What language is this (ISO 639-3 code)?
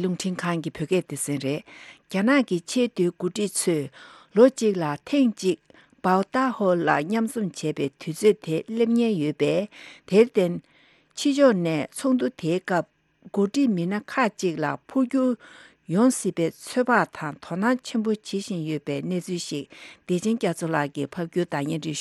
bod